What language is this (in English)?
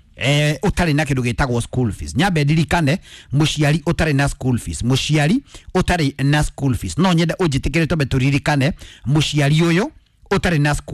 Kikuyu